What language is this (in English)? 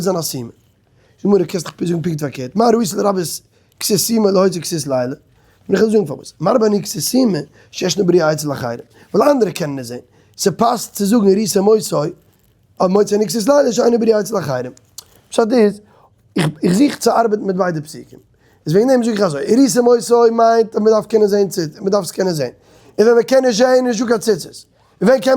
Yiddish